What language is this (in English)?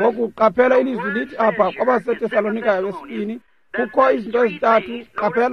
Xhosa